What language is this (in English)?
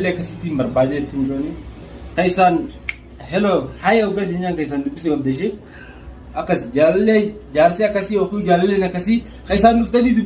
Oromo